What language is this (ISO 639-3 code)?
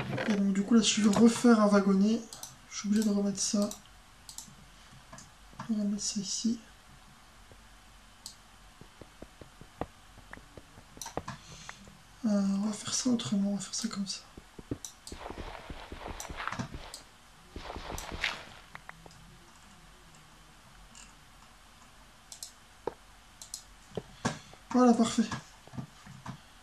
fra